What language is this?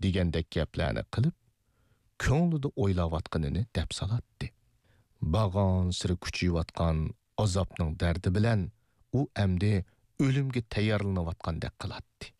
Uyghur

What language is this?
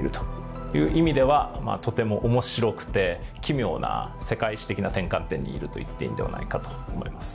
Japanese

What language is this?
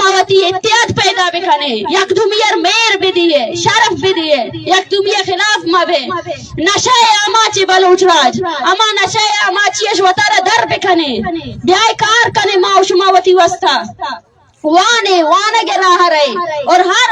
Baluchi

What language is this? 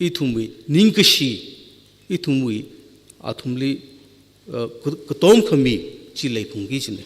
Tangkhul Naga (India)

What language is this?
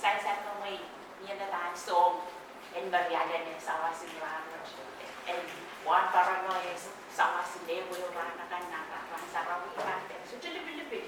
Pohnpeian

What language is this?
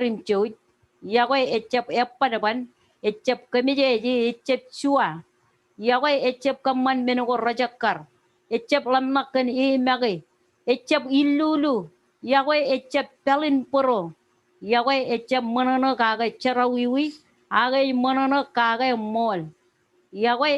Marshallese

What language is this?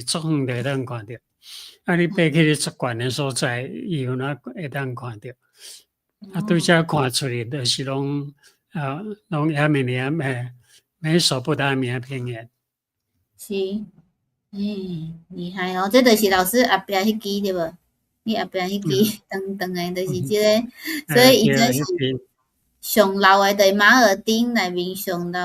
Min Nan Chinese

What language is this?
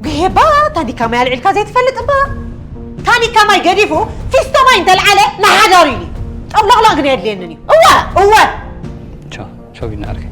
Tigrinya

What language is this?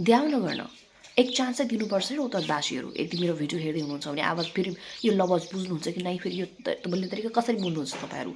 Nepali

